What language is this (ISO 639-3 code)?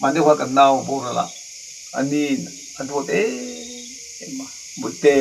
lus